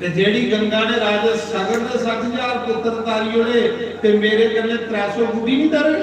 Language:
Dogri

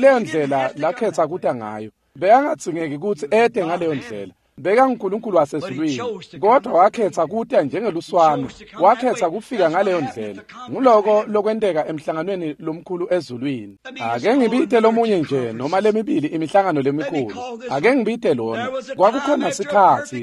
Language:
Swati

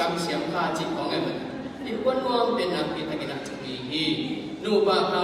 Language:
Tedim Chin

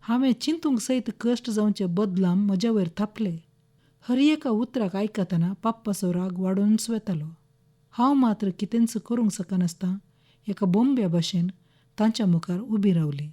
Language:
Konkani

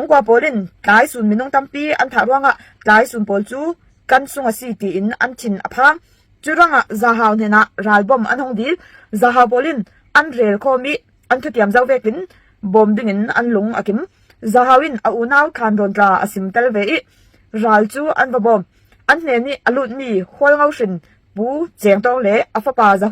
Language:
Falam Chin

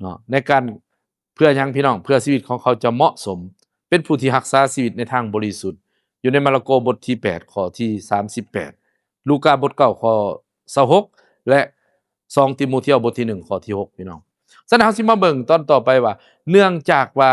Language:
Lao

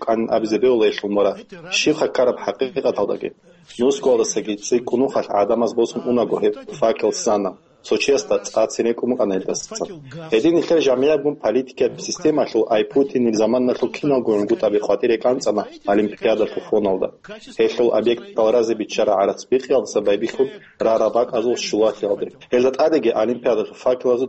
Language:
Avaric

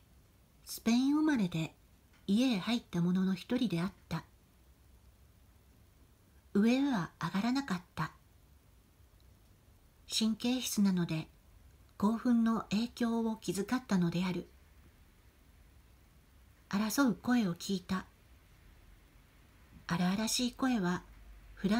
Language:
Japanese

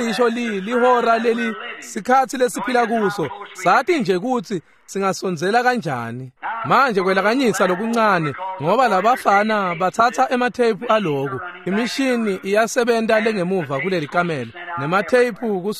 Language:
Swati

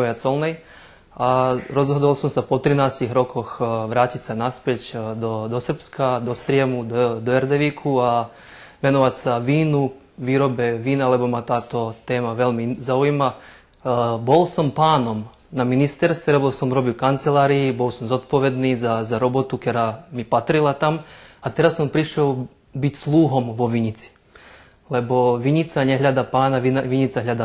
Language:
Rusyn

